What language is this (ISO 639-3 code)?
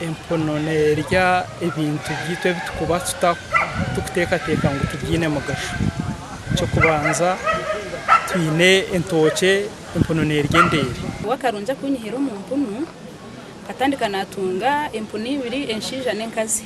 nyn